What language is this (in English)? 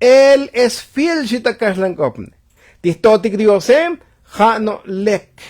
Tzotzil